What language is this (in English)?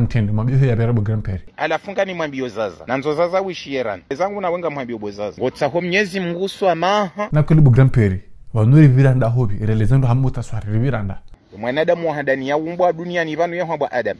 Ngazidja Comorian